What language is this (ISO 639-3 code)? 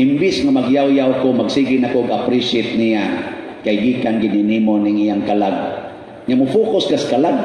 ceb